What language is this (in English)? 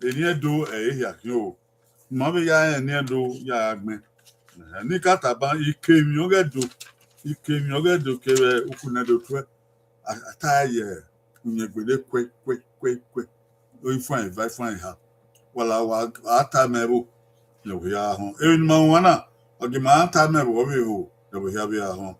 Bini